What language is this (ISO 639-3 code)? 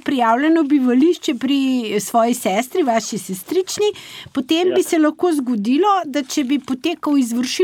slv